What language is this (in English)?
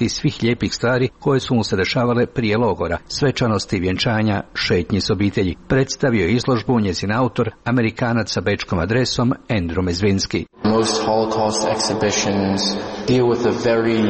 Croatian